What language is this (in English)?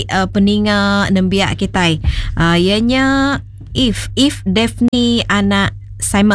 Iban